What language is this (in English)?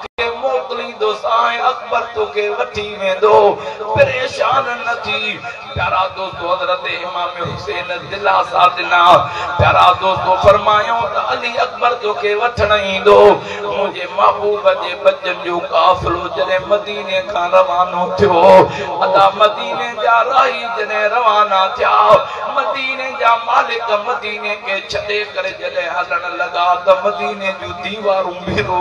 Sindhi